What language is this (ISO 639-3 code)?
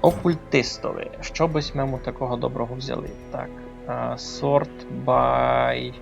rue